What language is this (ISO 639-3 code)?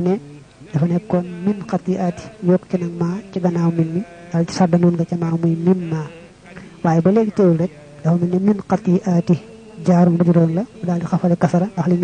wol